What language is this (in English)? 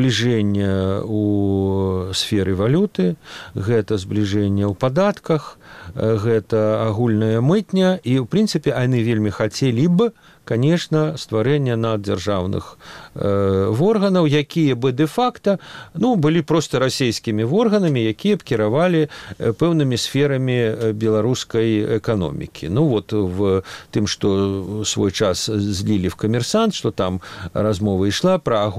Belarusian